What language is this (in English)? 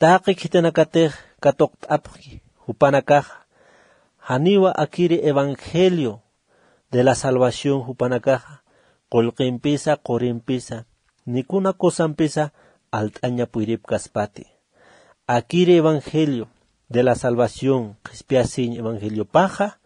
Aymara